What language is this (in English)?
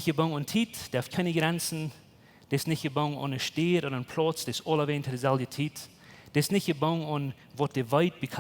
Plautdietsch